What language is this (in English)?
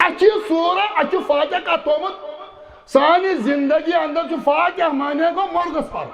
Kashmiri